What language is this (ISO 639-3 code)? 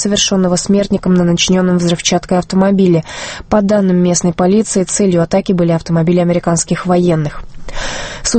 rus